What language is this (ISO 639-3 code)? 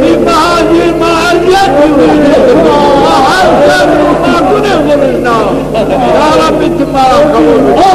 zza